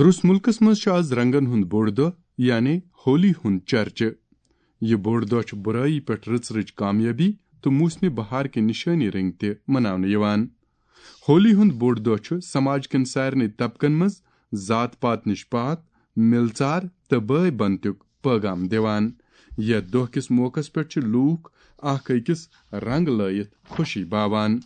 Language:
Kashmiri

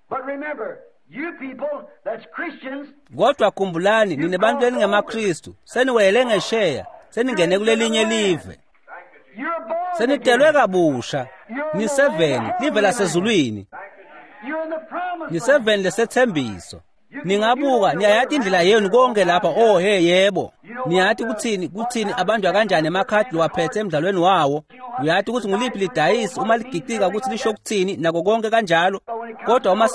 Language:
Swati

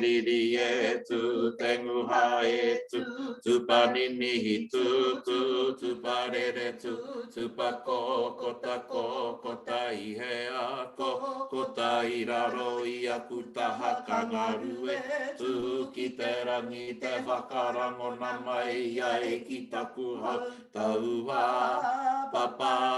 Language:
Māori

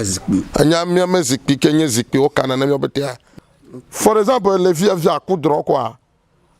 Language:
Ewe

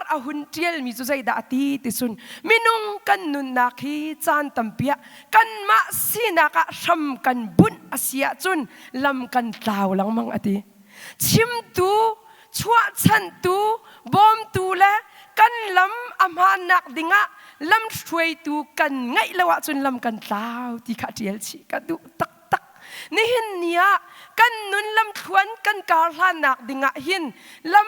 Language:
Hakha Chin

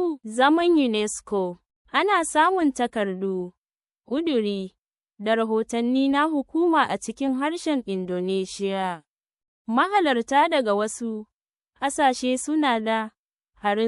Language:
Hausa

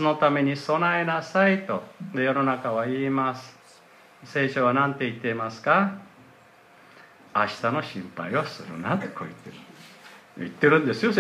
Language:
Japanese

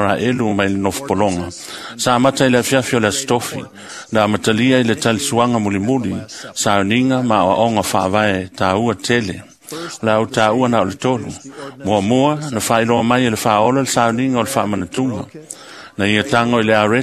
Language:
Samoan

